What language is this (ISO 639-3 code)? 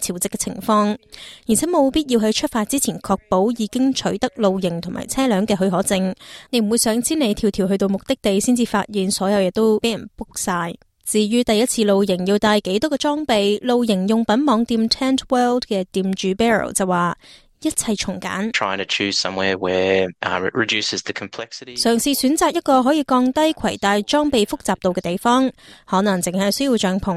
yue